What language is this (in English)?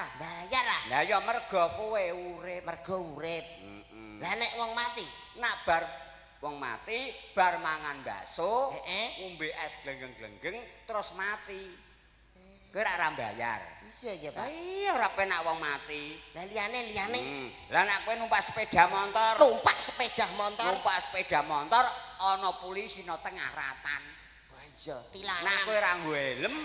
Javanese